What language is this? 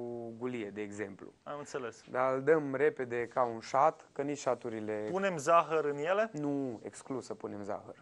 Romanian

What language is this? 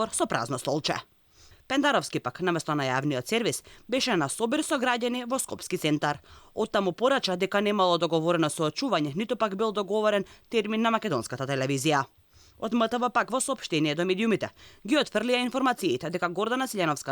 Macedonian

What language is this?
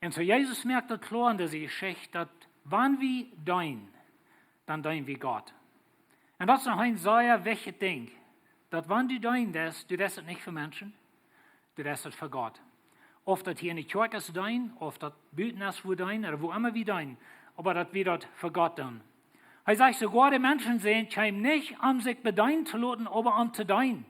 Plautdietsch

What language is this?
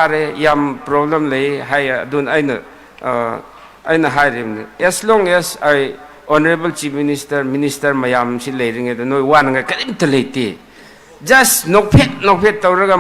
Manipuri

